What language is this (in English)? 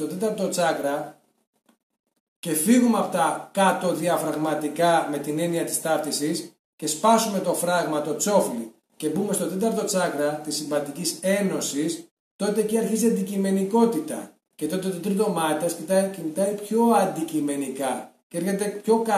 Greek